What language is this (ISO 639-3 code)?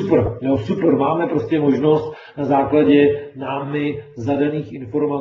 ces